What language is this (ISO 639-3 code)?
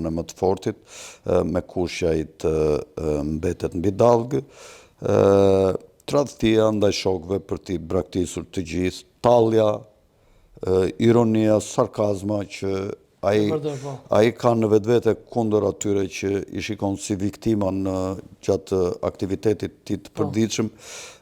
sqi